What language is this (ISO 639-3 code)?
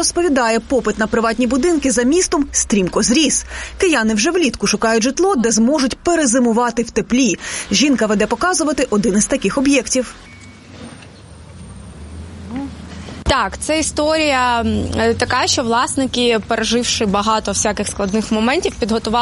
ukr